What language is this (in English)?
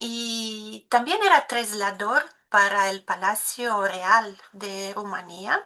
Ladino